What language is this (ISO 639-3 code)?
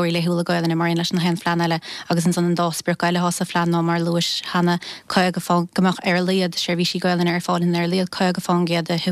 gle